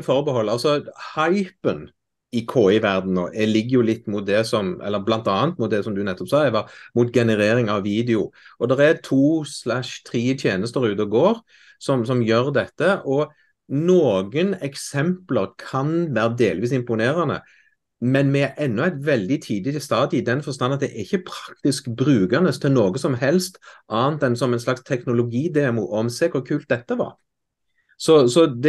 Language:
Norwegian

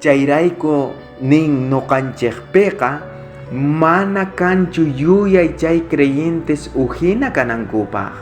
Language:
South Bolivian Quechua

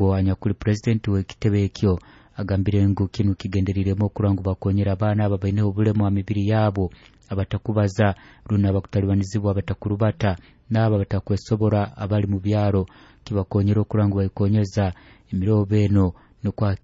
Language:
Nyoro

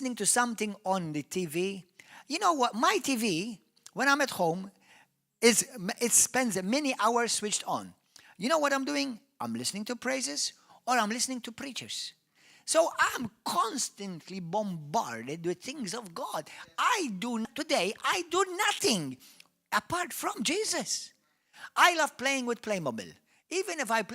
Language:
English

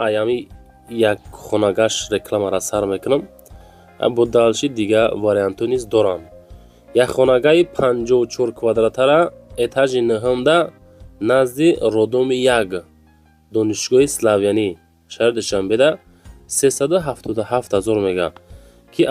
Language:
Tajik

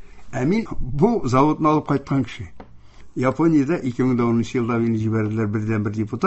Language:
Tatar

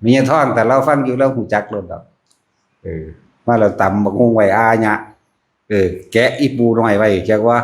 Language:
Northeastern Thai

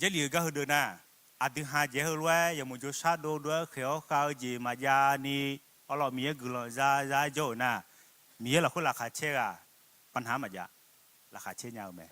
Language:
Akha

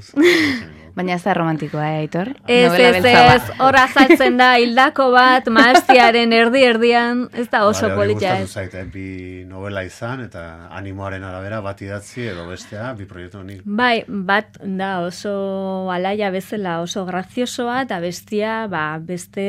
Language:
Basque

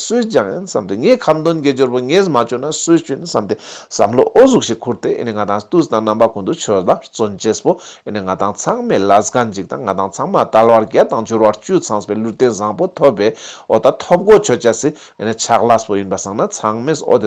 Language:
Ladakhi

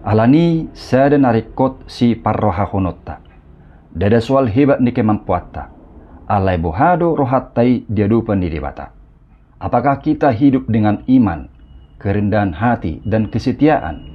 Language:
Batak Toba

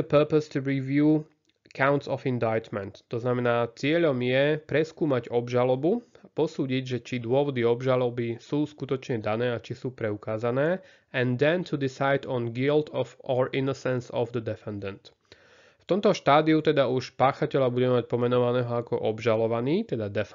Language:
Slovak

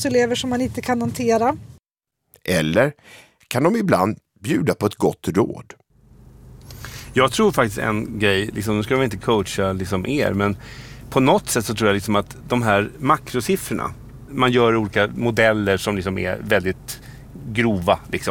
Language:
Swedish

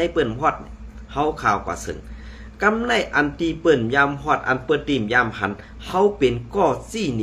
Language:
Shan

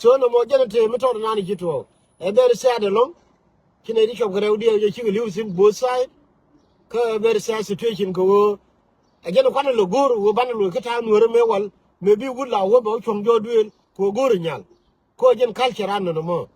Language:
Nuer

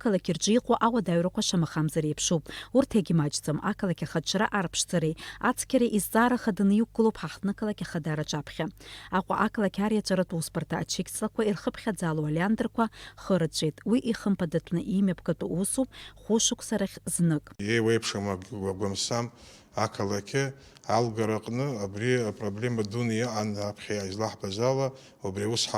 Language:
Abkhazian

